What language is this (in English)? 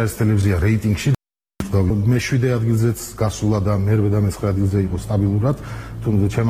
Georgian